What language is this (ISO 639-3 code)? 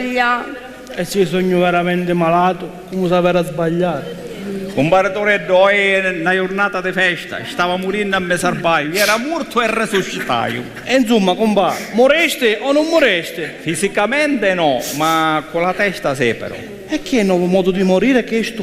scn